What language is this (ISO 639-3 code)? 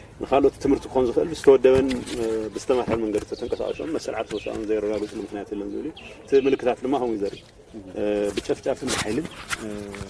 tir